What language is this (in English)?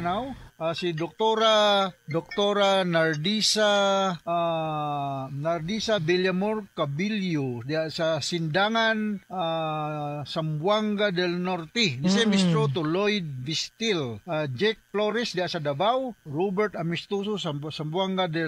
Cebuano